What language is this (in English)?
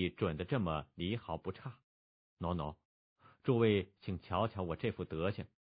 Chinese